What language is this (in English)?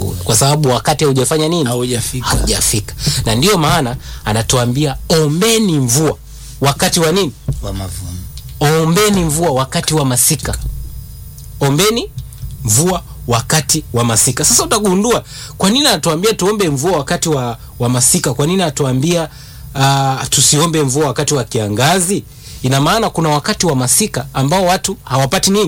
Swahili